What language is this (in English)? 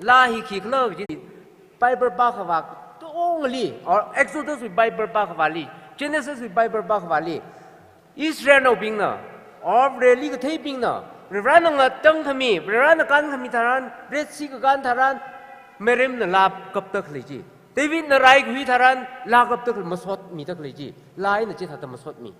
Tangkhul Naga (India)